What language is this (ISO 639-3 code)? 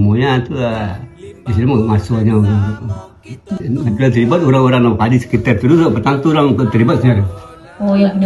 min